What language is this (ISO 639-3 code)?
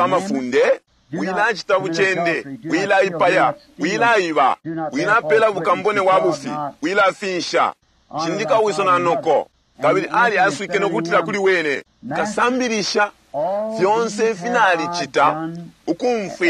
bem